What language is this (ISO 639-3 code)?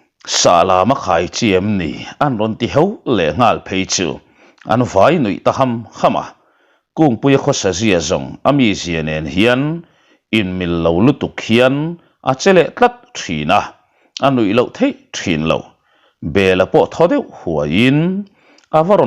lus